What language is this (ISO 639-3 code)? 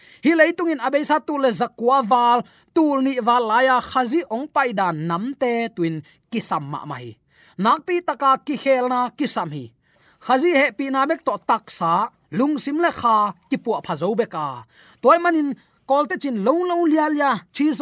ctd